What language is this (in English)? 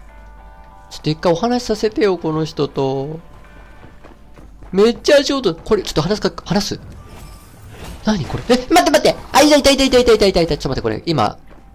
Japanese